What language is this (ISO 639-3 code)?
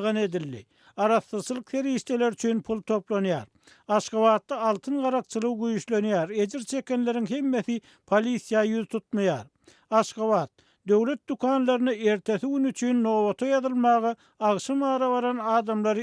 tuk